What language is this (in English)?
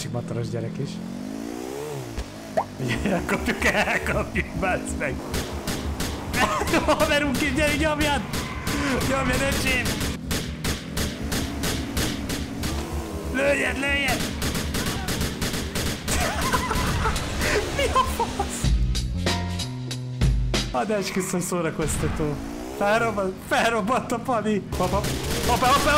Hungarian